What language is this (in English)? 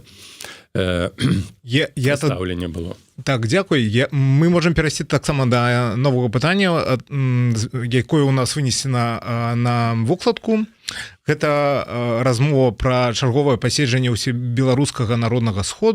Belarusian